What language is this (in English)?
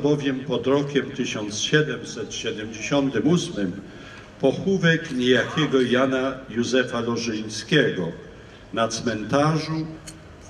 Polish